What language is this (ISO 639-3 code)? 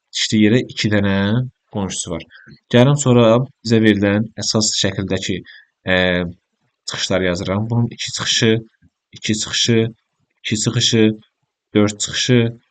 aze